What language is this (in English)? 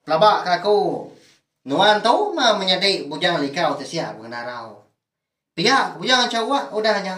Iban